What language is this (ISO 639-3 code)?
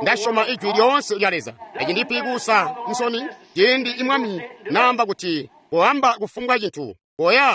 toi